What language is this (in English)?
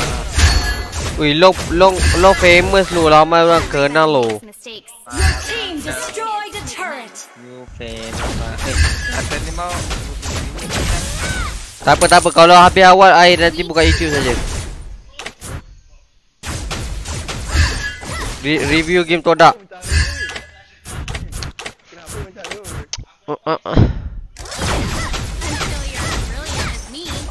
Malay